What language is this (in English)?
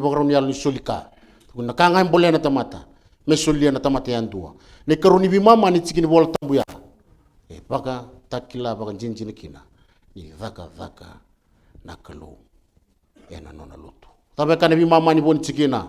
Fijian